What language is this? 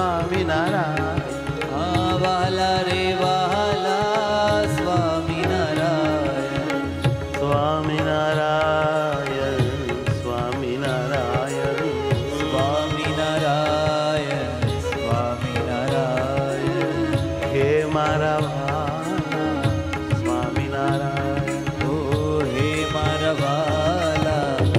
Gujarati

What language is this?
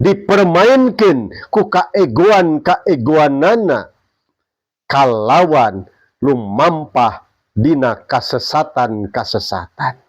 Sundanese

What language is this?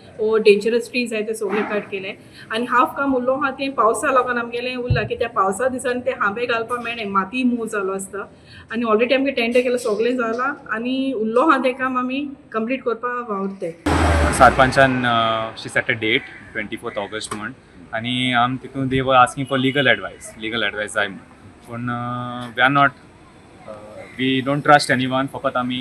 Konkani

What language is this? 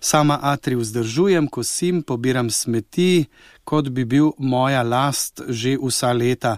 Slovenian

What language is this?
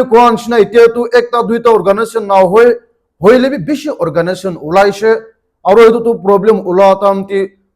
Naga Pidgin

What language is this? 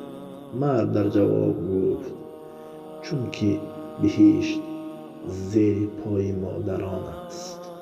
Tajik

